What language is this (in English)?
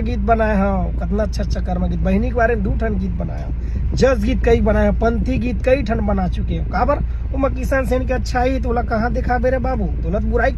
Chhattisgarhi